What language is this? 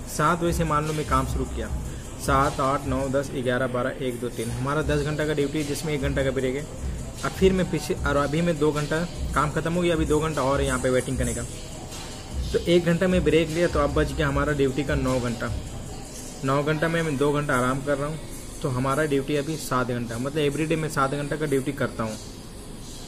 Hindi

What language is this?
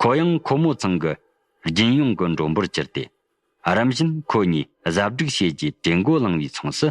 Tibetan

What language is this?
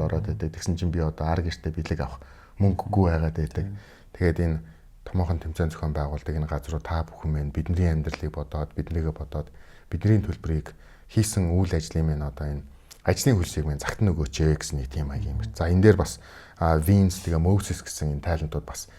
Mongolian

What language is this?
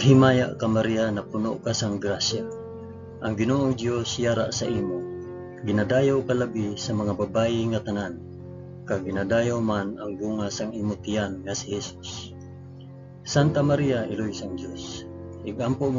Hiligaynon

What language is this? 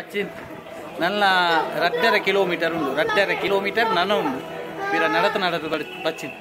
Tulu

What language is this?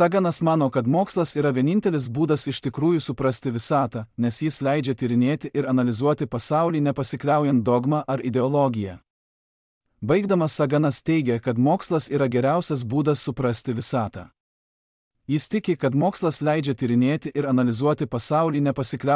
Lithuanian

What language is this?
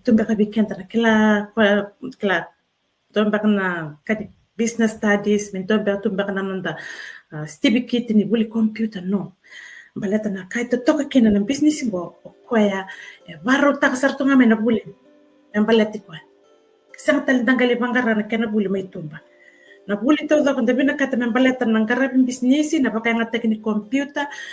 Fijian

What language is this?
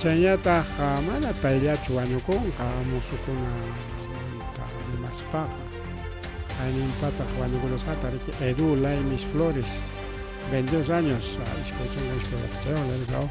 Ayacucho Quechua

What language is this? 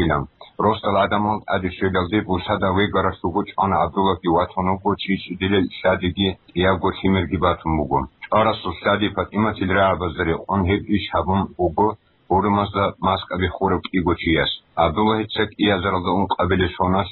Avaric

